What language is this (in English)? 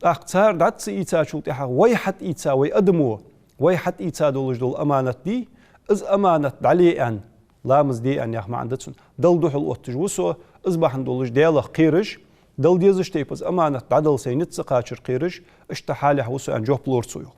Ingush